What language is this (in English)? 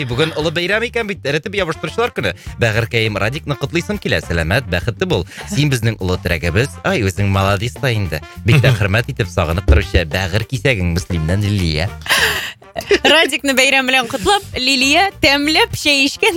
Tatar